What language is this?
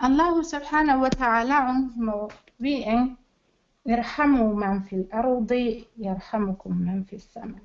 Pular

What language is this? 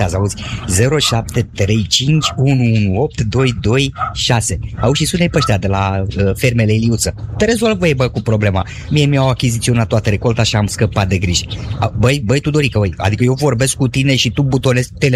Romanian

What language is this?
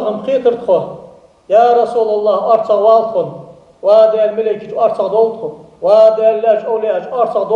Ingush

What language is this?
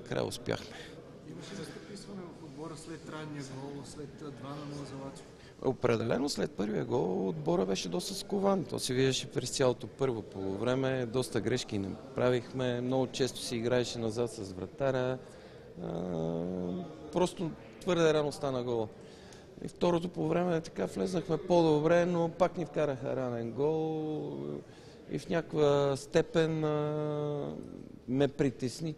Bulgarian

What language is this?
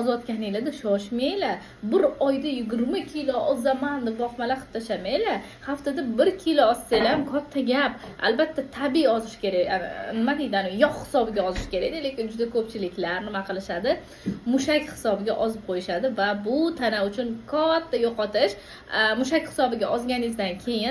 Uzbek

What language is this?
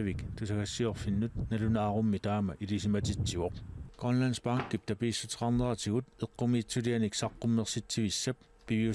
Kalaallisut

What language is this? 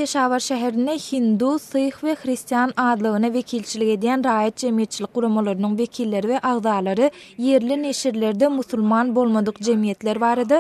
Turkmen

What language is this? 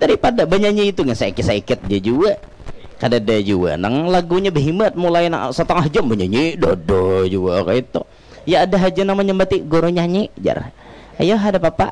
Banjar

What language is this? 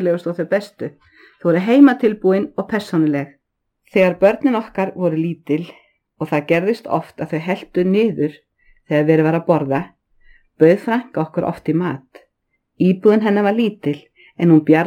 Icelandic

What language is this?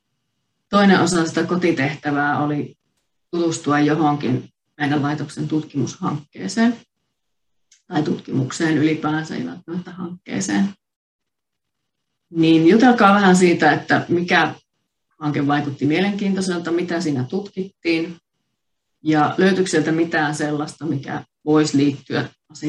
Finnish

